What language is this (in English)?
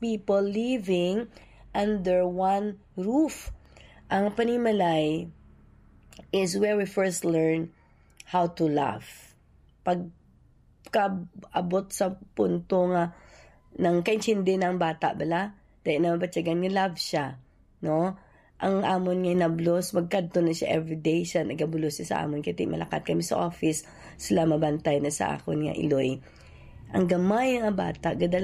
Hiligaynon